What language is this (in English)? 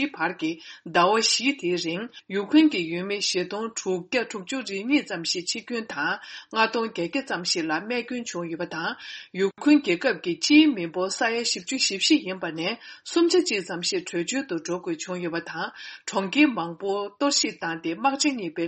Tibetan